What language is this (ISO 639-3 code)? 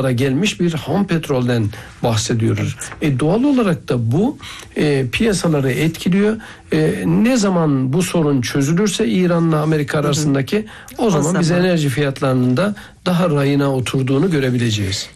tur